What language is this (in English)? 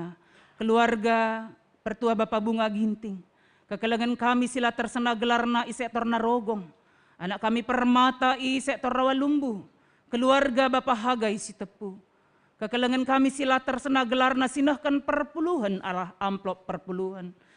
Batak Karo